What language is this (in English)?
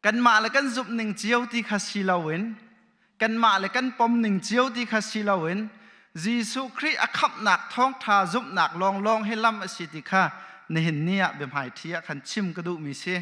Hakha Chin